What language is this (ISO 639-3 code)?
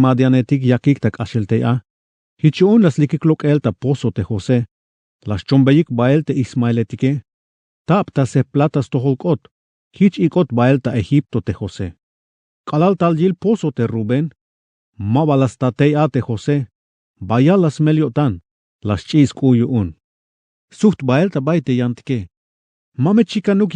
tzh